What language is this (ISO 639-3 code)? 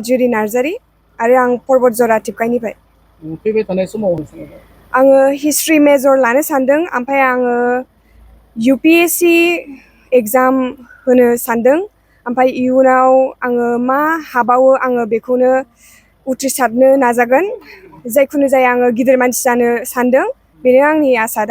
brx